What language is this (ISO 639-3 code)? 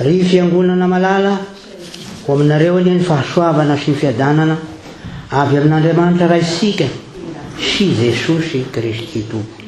mlg